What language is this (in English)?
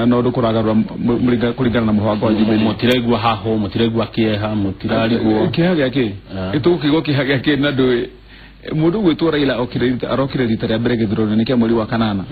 Kikuyu